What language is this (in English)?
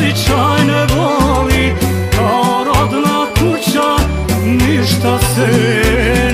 Croatian